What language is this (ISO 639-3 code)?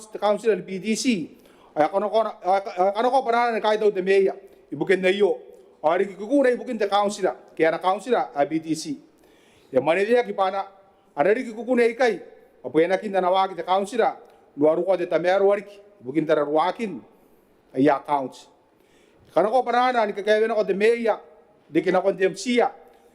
gil